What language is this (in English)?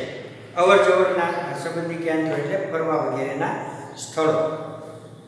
Gujarati